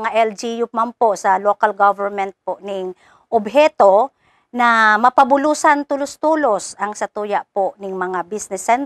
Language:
Bikol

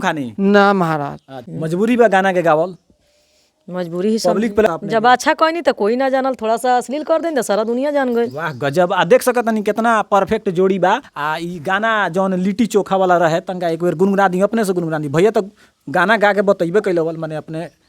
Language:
Bhojpuri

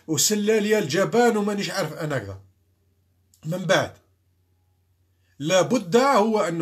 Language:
Algerian Arabic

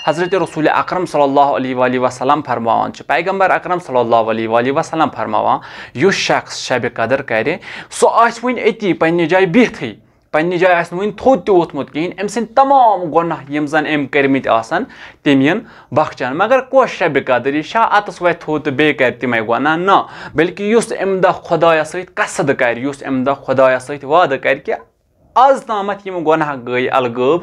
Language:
Kashmiri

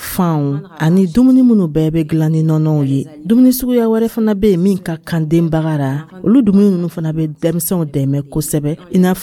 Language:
Dyula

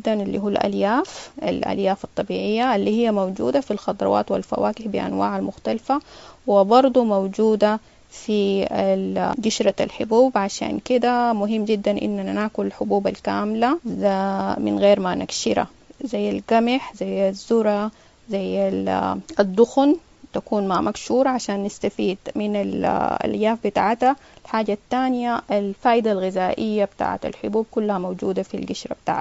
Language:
Sudanese Arabic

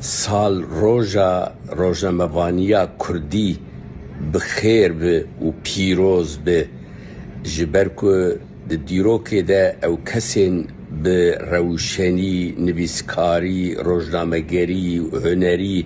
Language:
Kurdish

